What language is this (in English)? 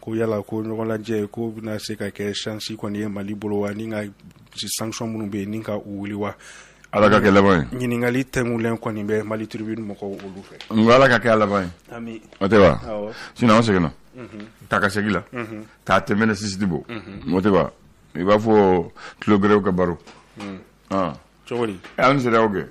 Bambara